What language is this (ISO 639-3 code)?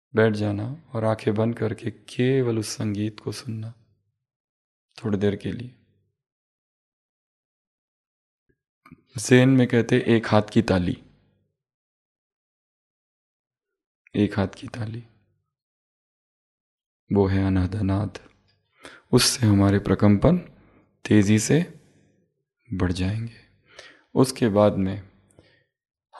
hin